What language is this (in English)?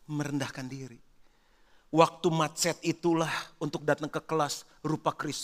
Indonesian